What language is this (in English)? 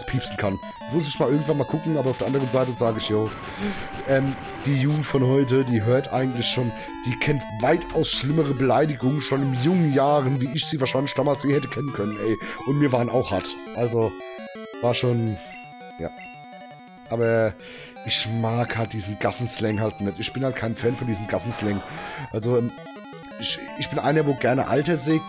German